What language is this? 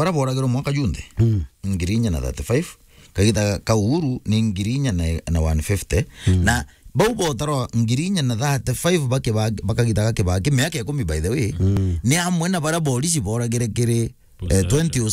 Meru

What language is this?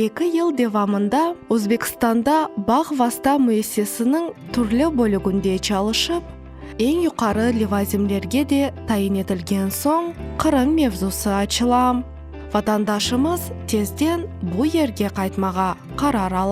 Crimean Tatar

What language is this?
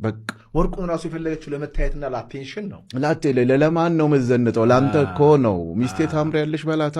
Amharic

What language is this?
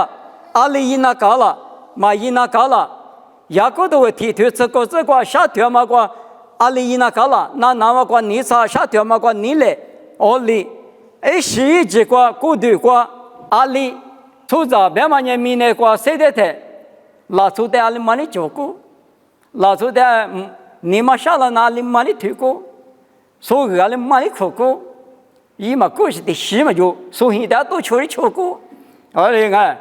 Lisu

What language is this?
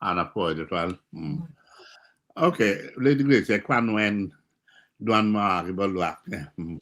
Acoli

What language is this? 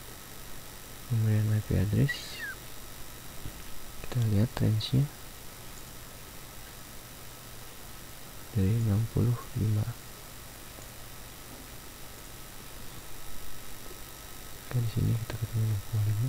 Indonesian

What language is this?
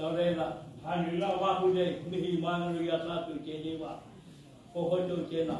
Māori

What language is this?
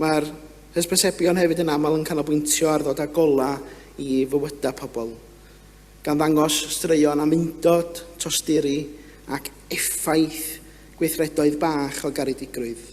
Welsh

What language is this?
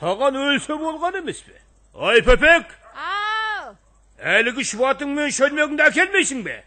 Kara-Kalpak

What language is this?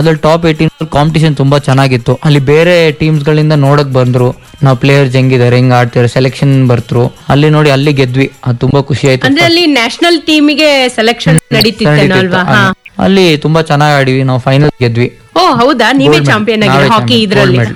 Kannada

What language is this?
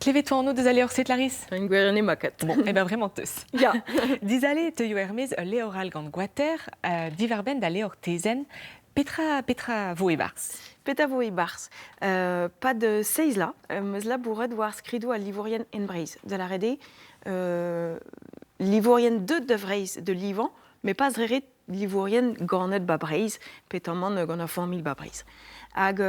Breton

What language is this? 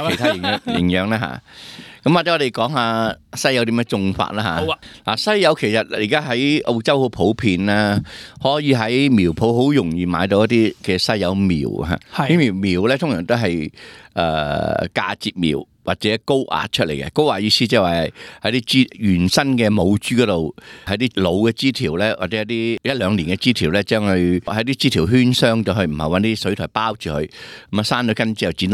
Cantonese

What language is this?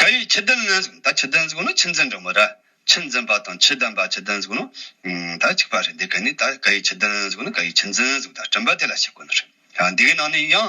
Tibetan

